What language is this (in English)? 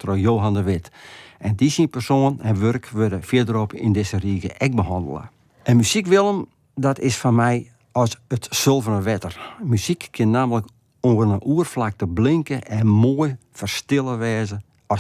Western Frisian